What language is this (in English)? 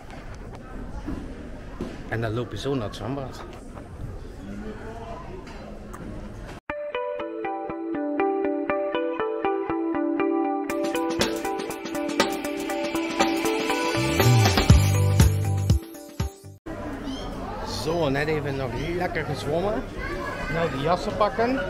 Dutch